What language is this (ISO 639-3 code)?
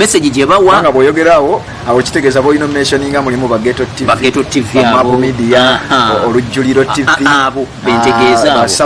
lug